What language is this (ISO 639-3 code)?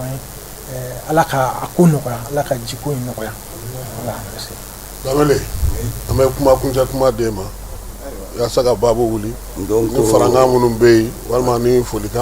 bam